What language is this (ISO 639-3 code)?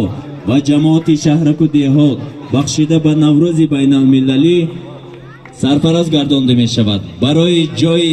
tgk